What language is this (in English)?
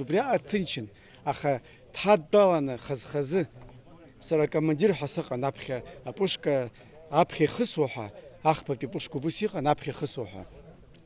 Abkhazian